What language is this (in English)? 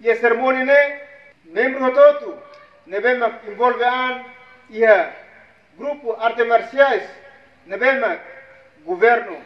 Tetum